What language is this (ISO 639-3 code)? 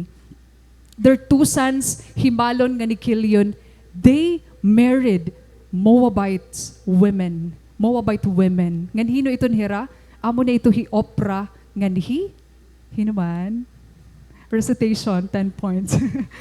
war